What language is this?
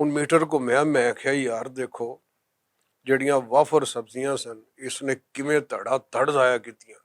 Western Panjabi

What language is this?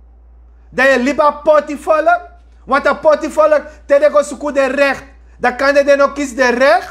Sranan Tongo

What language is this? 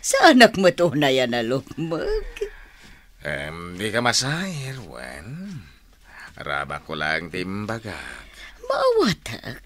Iloko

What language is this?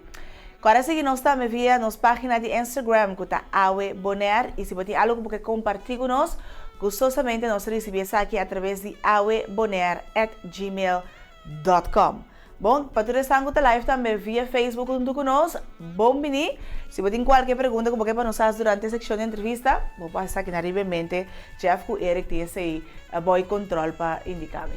Papiamento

